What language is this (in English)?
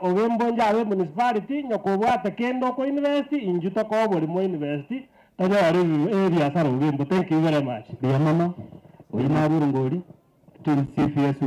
Gusii